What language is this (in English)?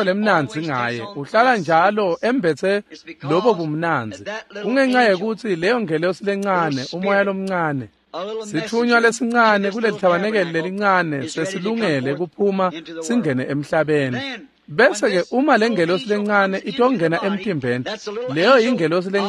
Swati